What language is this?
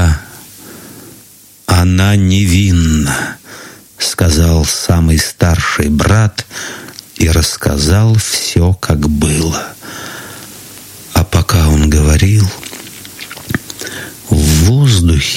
Russian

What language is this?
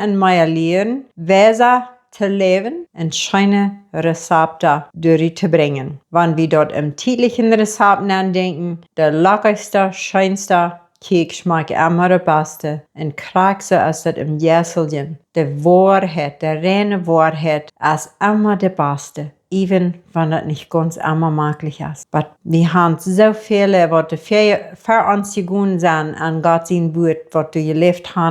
Plautdietsch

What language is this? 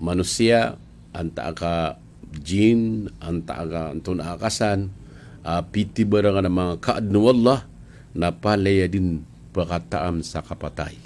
Maranao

